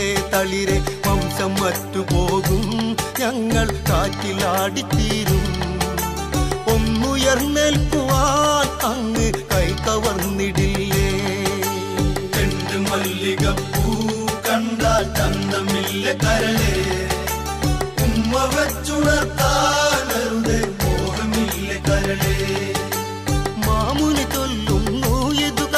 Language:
Malayalam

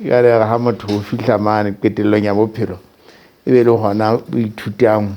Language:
Southern Sotho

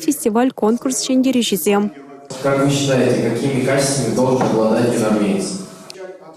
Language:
Chuvash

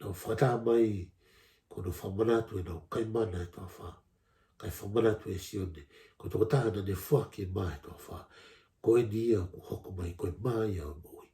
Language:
Tongan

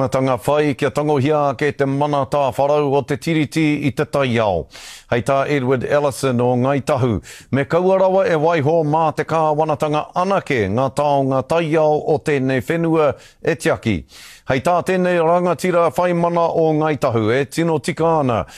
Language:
Māori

